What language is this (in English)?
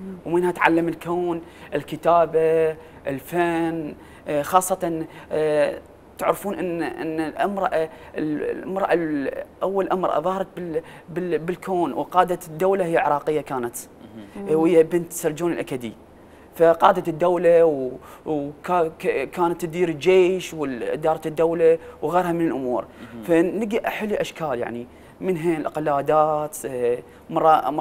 Mesopotamian Arabic